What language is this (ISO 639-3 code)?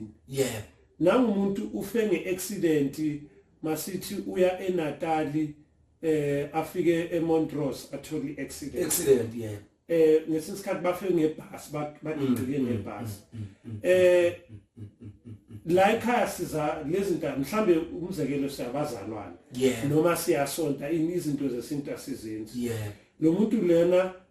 zul